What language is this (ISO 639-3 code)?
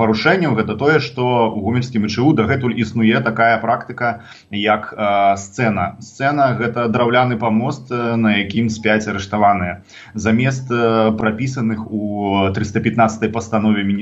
bel